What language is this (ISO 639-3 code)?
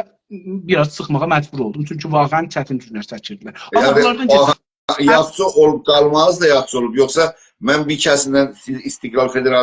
azb